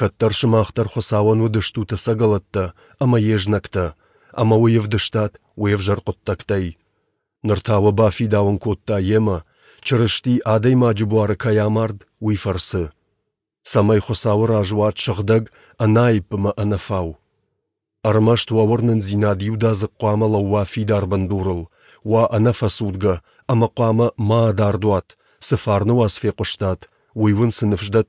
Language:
Ossetic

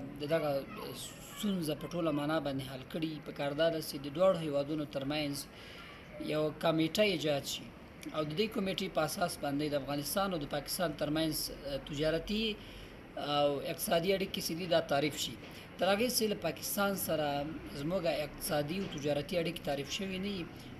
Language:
Pashto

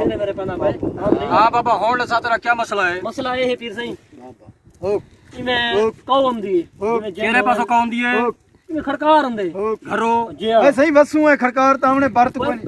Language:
Saraiki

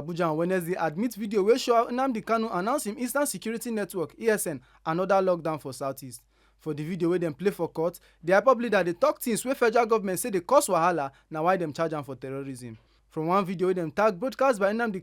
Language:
Nigerian Pidgin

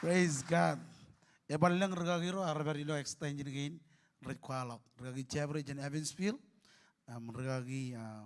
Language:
Marshallese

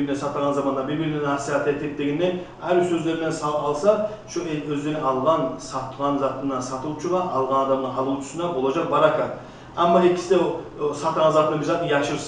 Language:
Kumyk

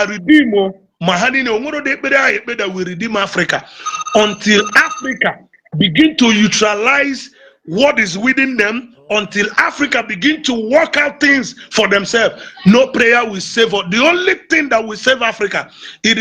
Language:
Igbo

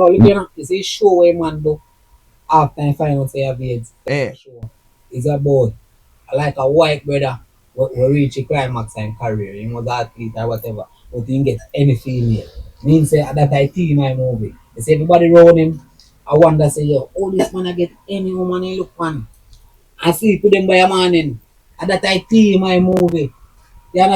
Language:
Jamaican Creole English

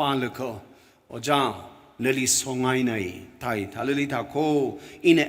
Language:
Tangkhul Naga (India)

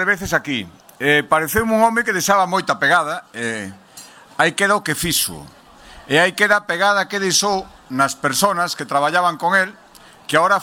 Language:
Galician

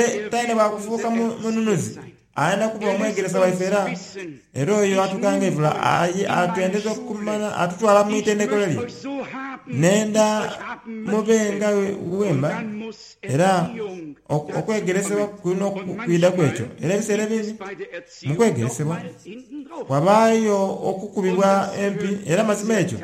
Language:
Soga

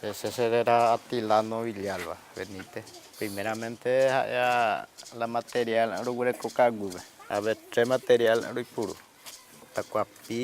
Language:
Guarani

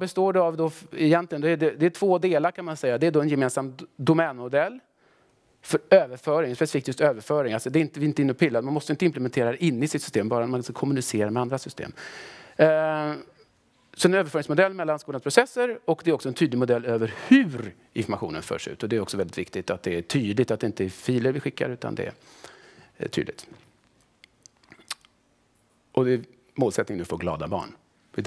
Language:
Swedish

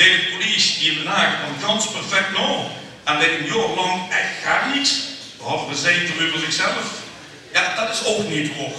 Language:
Limburgish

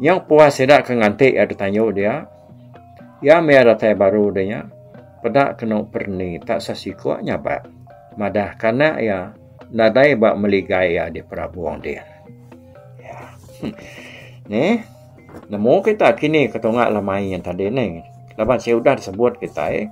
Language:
Iban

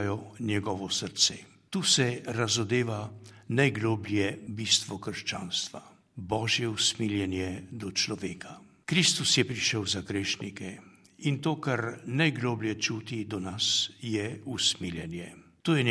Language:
Slovenian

